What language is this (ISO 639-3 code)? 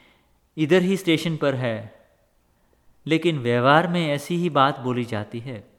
hin